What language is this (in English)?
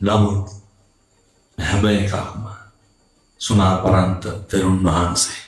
Sinhala